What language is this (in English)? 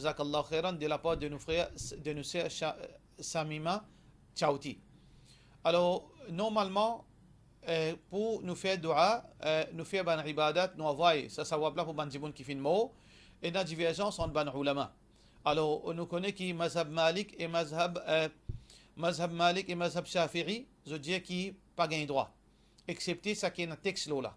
Morisyen